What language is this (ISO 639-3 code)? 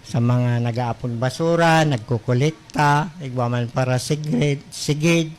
bik